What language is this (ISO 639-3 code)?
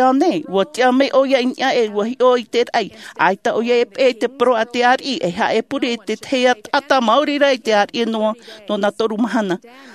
tah